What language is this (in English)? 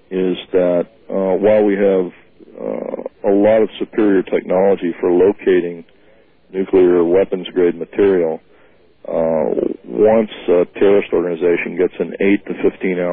English